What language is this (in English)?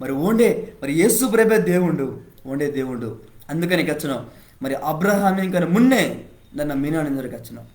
Koya